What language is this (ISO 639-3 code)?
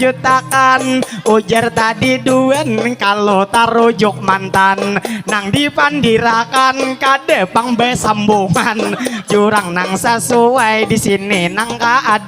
bjn